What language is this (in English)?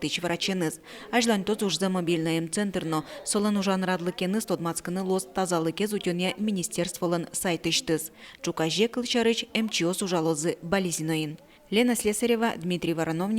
Udmurt